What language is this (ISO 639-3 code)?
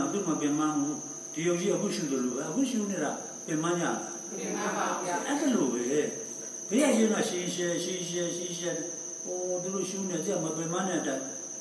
mya